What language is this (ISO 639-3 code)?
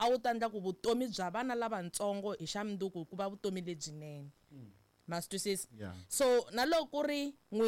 tso